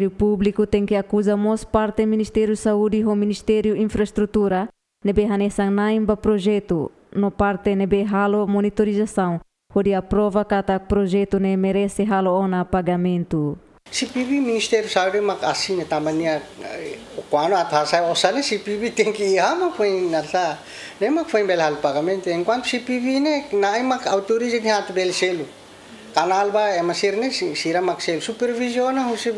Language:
Tetum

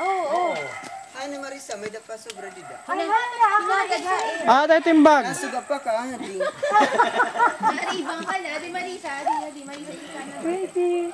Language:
Waray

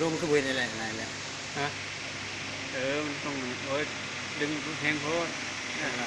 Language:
Lao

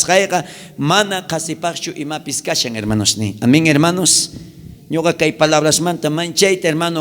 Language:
South Bolivian Quechua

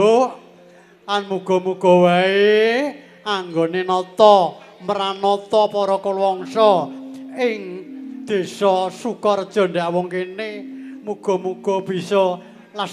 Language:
Javanese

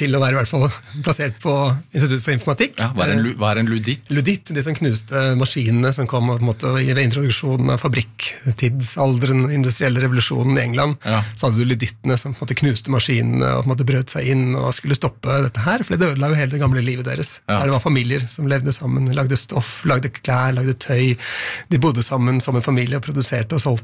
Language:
Norwegian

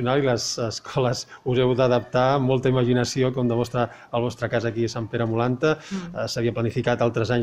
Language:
Catalan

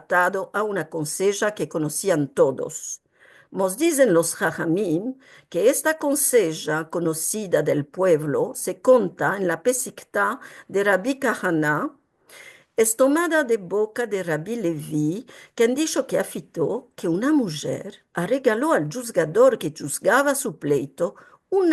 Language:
Ladino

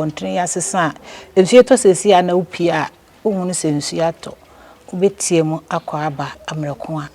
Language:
Akan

